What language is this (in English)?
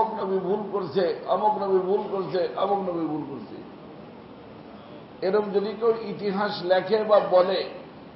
Bangla